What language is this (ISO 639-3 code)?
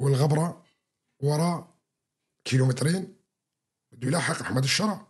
apc